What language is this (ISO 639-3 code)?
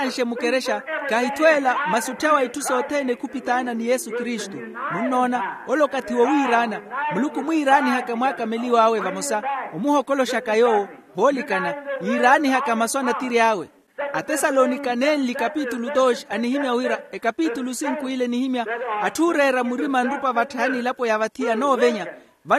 vmw